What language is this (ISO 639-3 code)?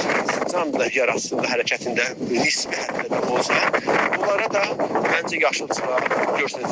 azb